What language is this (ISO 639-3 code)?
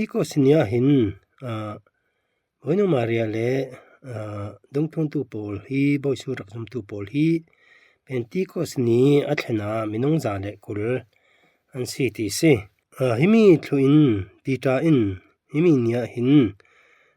cfm